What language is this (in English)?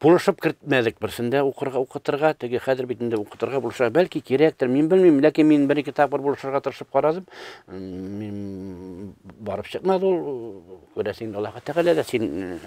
Tatar